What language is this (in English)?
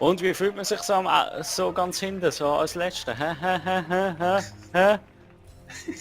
Swiss German